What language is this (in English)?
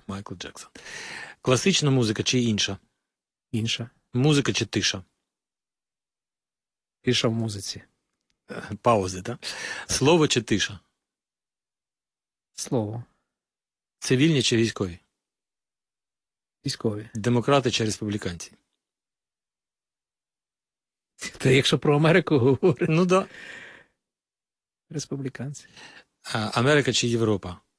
Ukrainian